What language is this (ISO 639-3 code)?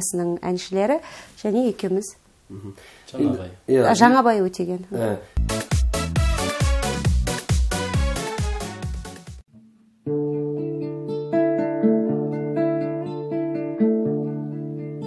kaz